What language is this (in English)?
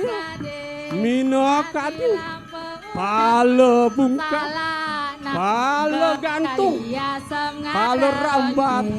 Balinese